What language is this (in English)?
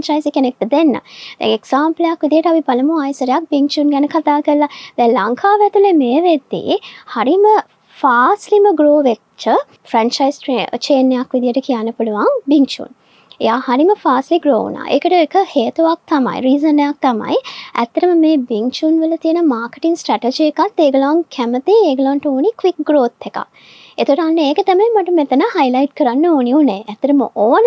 Sinhala